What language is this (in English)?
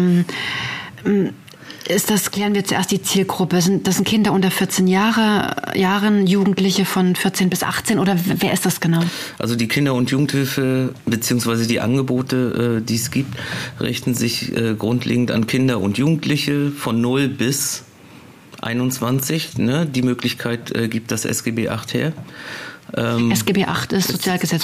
German